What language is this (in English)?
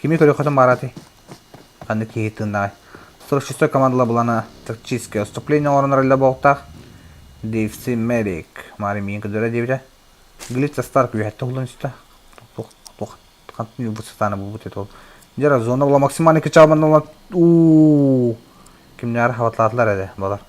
Yakut